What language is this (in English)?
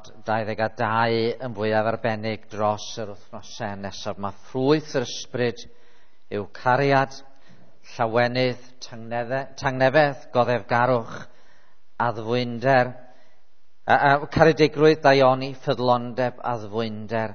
Welsh